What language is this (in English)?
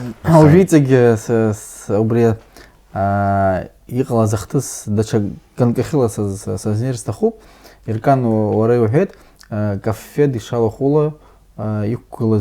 Abkhazian